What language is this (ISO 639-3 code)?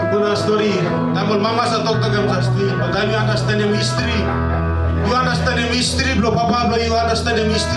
tpi